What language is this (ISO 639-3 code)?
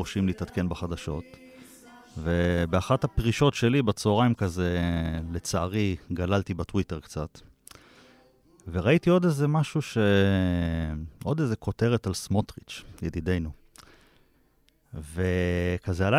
heb